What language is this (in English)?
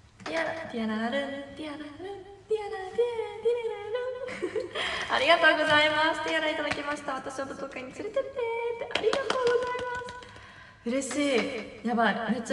Japanese